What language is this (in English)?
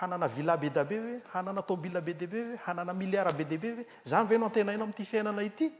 Malagasy